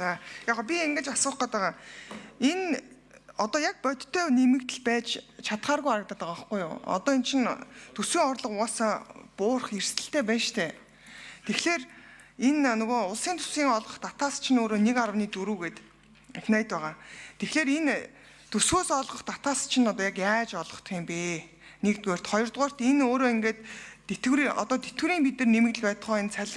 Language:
Mongolian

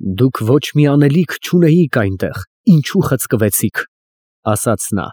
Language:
Armenian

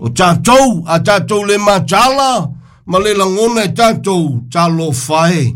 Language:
Samoan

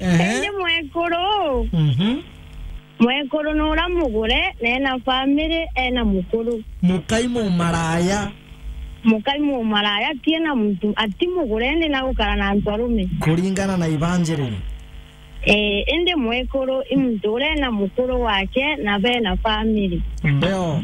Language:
Meru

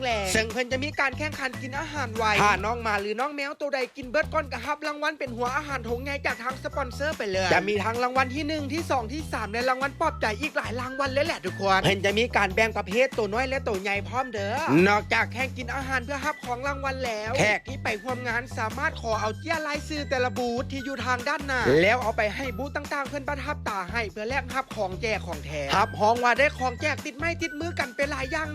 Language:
Lao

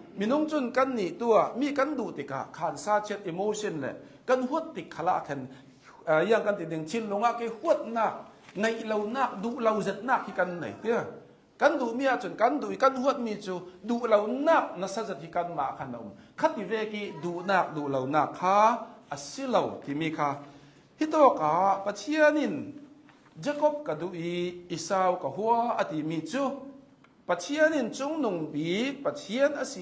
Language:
Hakha Chin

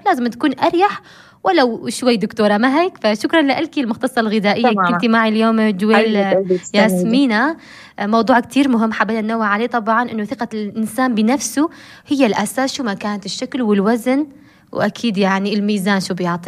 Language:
North Levantine Arabic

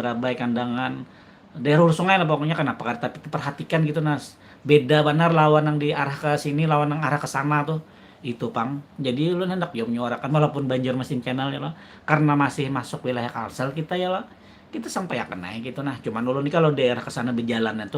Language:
Banjar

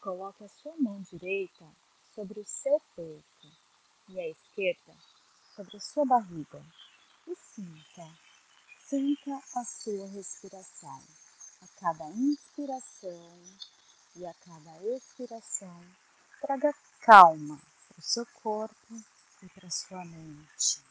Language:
Portuguese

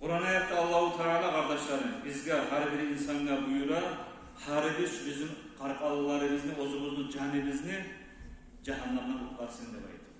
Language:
Kumyk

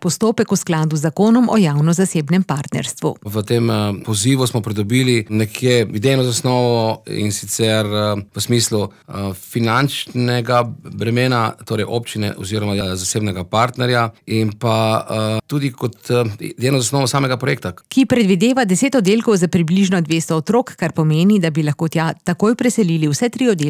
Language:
Slovenian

